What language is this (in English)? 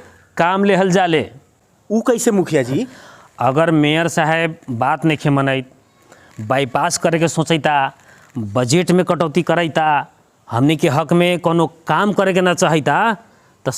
Bhojpuri